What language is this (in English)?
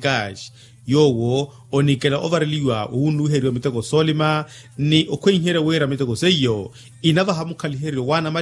Makhuwa